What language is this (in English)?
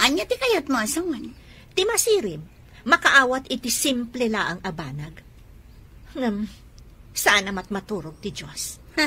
Iloko